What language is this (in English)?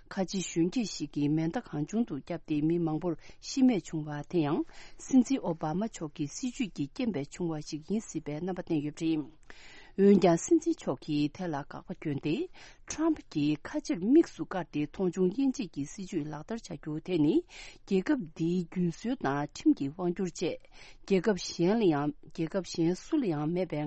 Tibetan